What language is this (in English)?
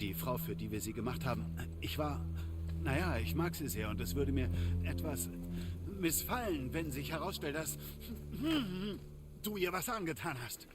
Bavarian